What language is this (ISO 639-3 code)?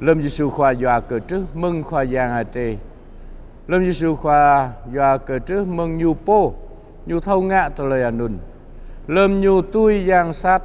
jra